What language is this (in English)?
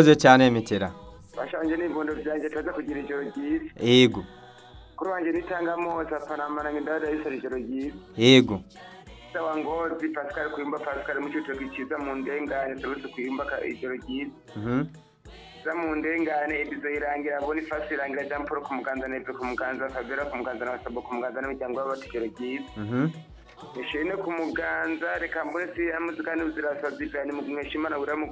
Rundi